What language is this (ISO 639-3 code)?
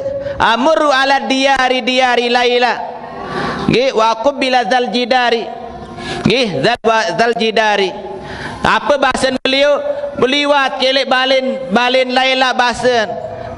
sas